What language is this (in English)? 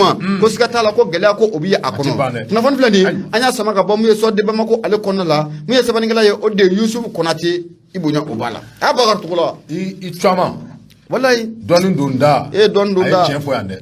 Bambara